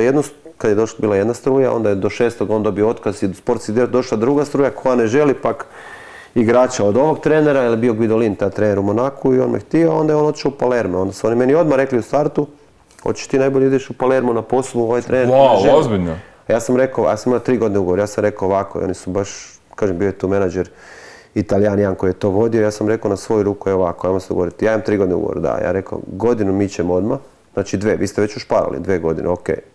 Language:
Croatian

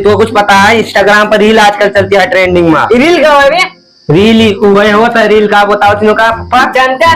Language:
Awadhi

